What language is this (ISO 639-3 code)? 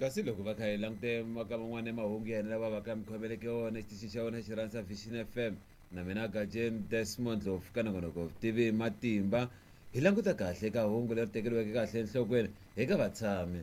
tso